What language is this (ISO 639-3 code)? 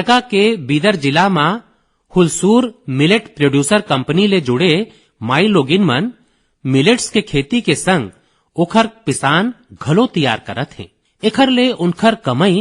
hne